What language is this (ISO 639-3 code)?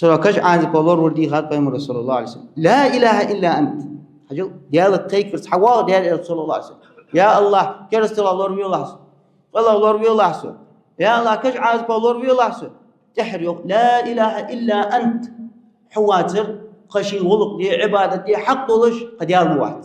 inh